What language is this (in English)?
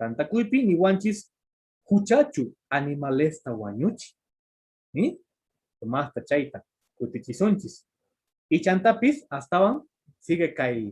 Quechua